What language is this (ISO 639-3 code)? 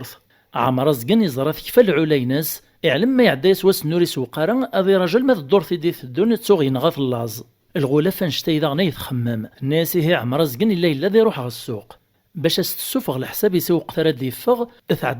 kab